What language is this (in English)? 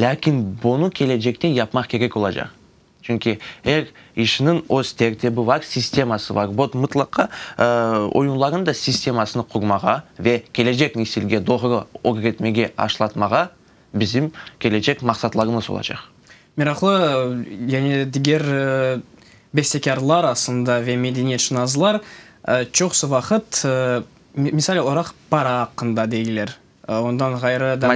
Crimean Tatar